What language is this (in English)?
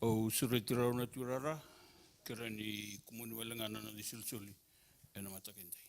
Fijian